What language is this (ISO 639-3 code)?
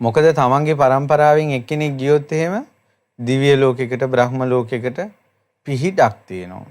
sin